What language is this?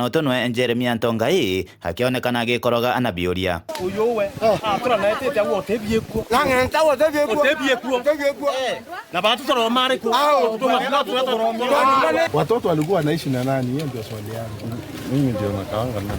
Meru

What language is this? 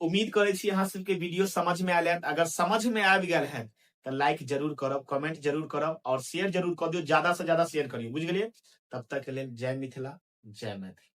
Maithili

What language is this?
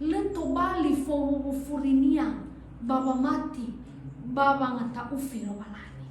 Nias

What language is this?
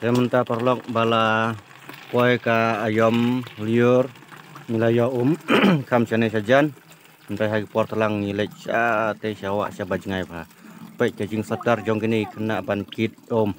Khasi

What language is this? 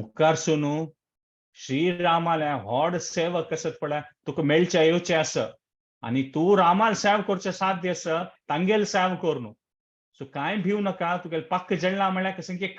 Konkani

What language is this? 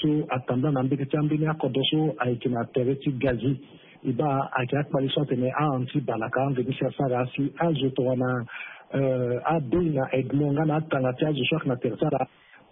Sango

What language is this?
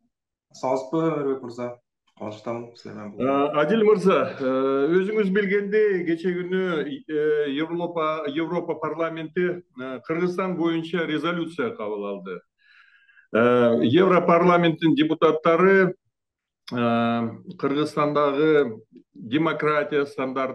Kyrgyz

